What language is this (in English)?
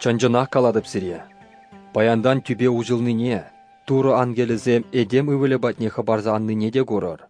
Chuvash